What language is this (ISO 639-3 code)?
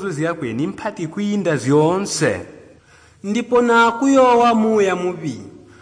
toi